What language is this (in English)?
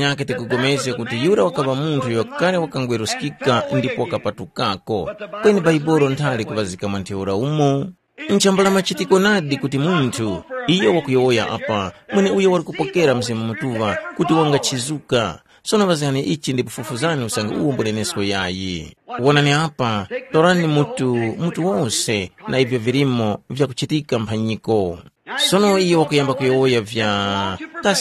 Tumbuka